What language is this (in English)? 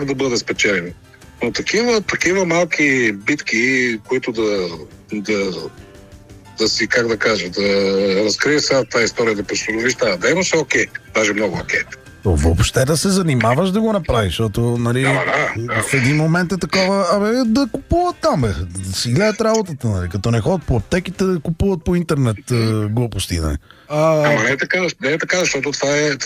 Bulgarian